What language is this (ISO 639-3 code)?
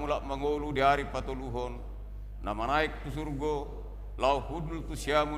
bbc